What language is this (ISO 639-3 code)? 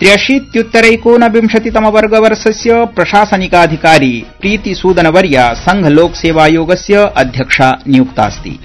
san